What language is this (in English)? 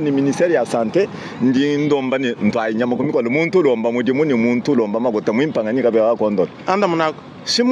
Luba-Lulua